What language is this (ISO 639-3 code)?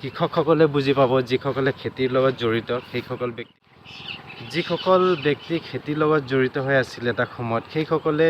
asm